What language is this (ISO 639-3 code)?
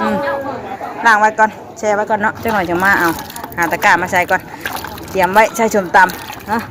tts